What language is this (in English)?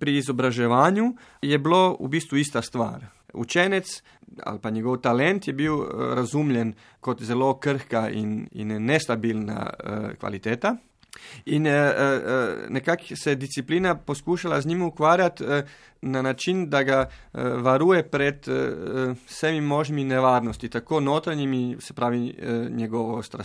Slovenian